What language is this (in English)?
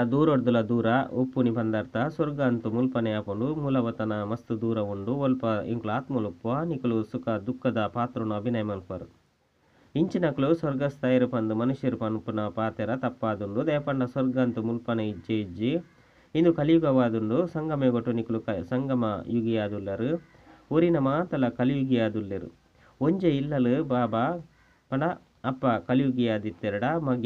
Tulu